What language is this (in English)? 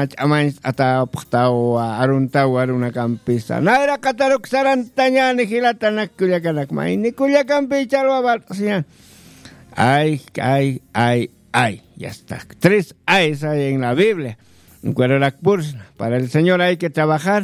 Aymara